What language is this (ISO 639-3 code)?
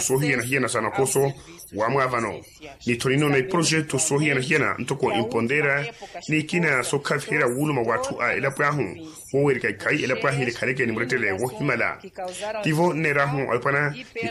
vmw